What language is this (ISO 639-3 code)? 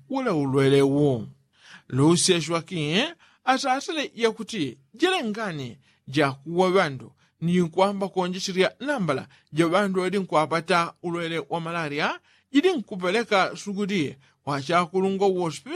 yao